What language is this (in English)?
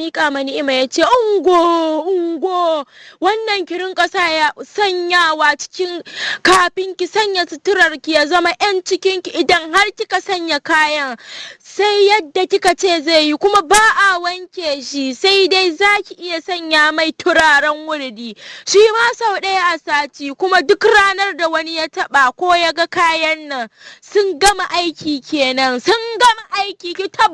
Hausa